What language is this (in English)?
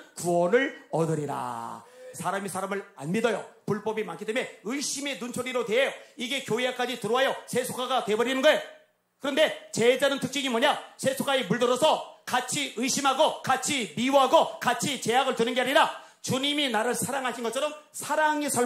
Korean